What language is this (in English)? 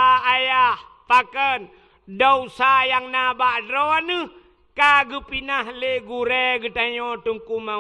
Achinese